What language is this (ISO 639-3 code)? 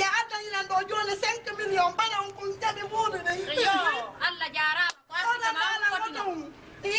ful